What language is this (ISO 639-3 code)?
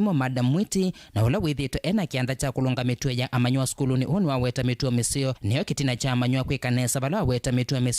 kam